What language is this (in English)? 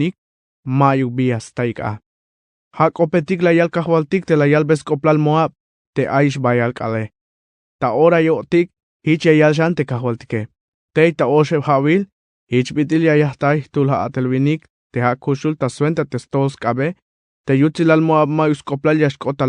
Tzeltal